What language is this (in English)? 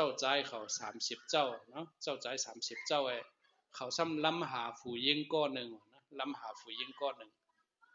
Shan